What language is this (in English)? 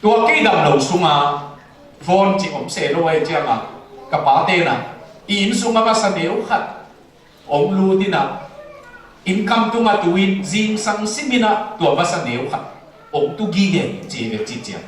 Tedim Chin